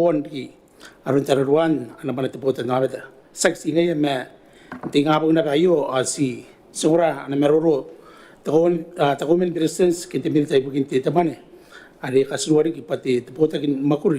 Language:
Gilbertese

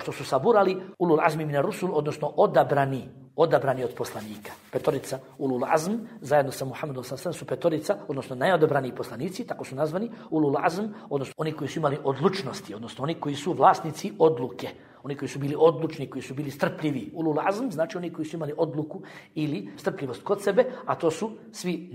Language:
Bosnian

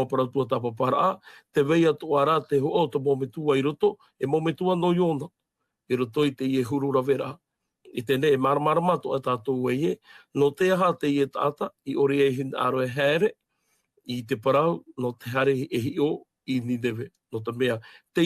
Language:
Tahitian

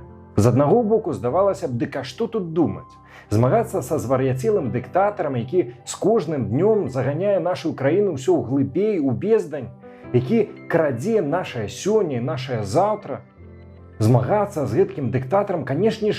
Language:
Belarusian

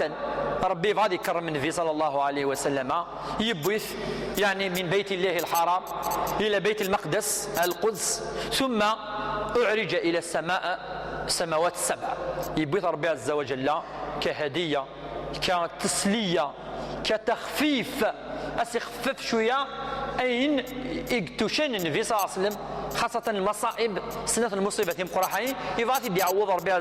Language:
Kabyle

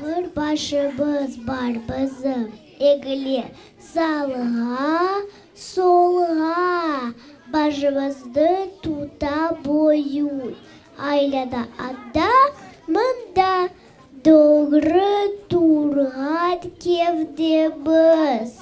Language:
Crimean Tatar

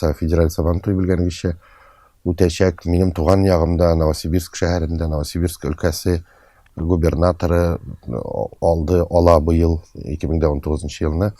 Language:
Tatar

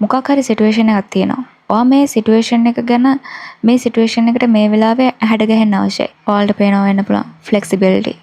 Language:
Sinhala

